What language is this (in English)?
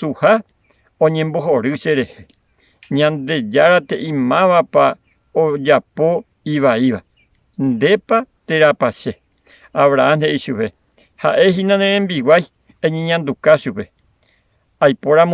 Guarani